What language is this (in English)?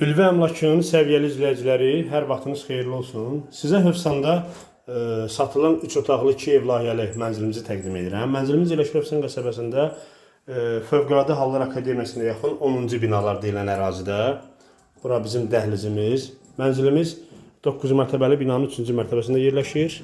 Azerbaijani